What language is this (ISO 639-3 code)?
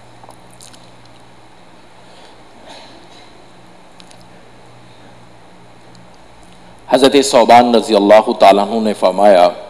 urd